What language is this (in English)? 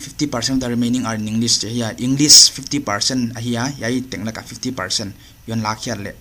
Paite Chin